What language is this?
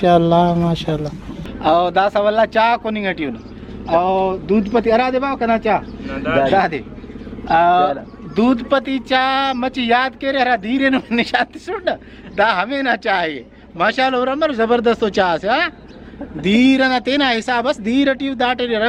Brahui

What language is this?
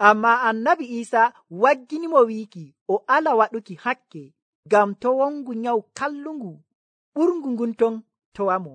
Nigerian Fulfulde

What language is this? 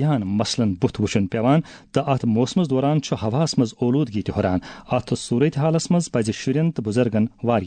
Kashmiri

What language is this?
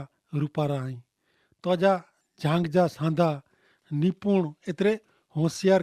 Kachhi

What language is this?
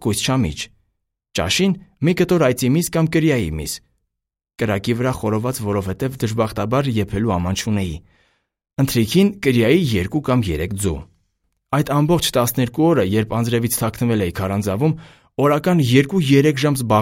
Armenian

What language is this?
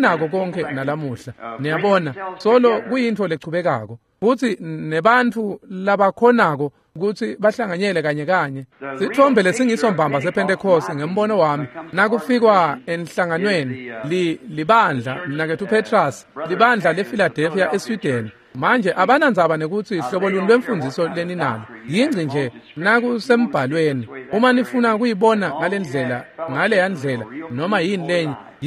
Swati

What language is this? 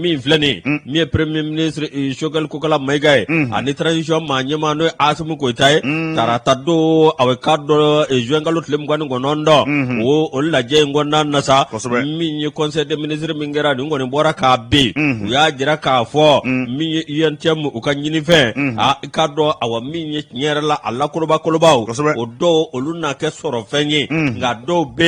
Bambara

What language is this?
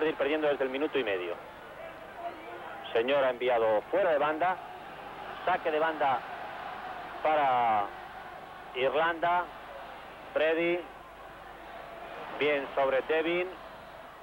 Spanish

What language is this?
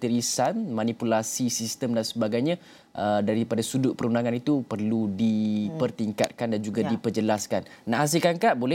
Malay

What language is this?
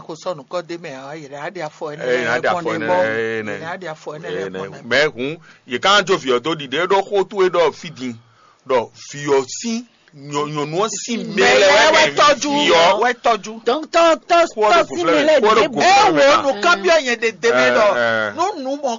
Fon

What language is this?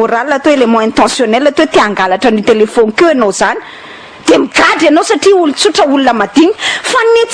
Malagasy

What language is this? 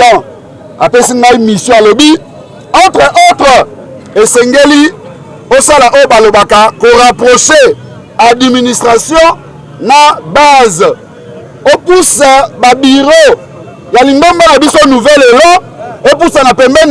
Lingala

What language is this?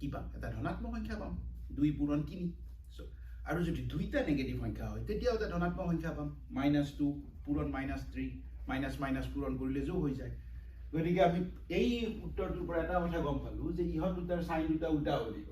Assamese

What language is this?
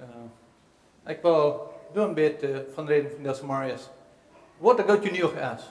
Plautdietsch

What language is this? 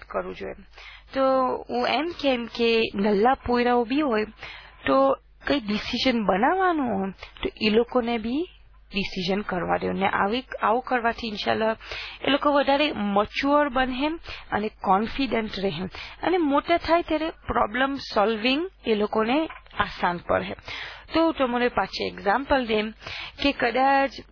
Gujarati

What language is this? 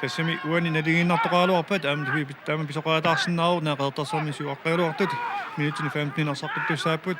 Kalaallisut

